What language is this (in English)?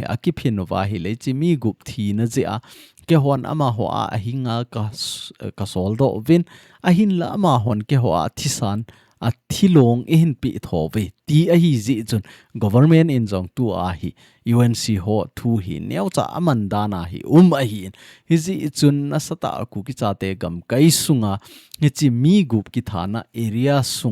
Thado Chin